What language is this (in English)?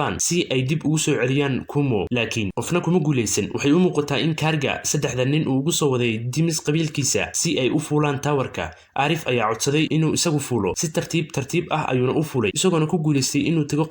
Somali